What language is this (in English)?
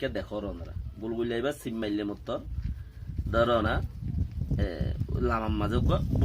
Rohingya